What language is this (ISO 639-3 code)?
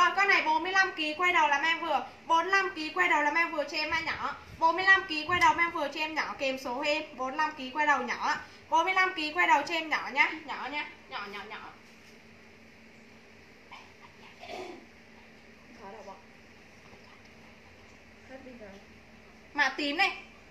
vie